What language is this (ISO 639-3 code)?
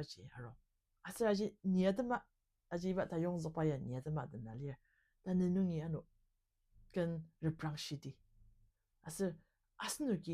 njo